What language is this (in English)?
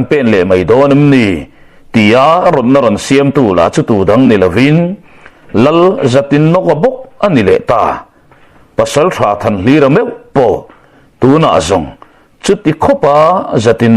Mizo